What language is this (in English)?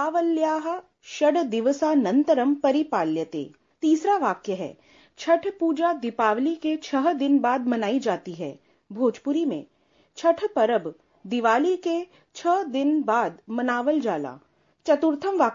Sanskrit